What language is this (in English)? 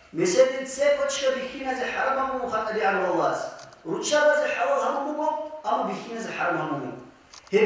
Avaric